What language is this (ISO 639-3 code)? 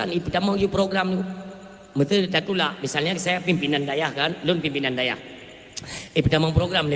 ace